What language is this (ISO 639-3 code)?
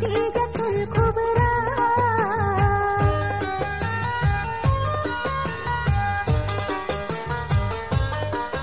mal